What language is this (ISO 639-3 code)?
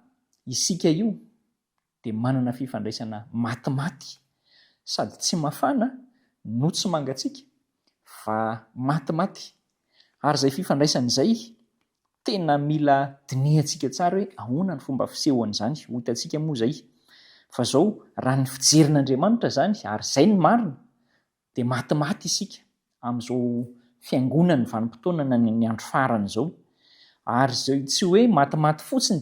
mlg